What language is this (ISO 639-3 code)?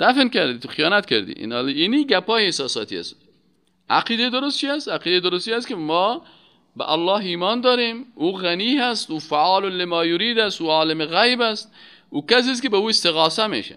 fas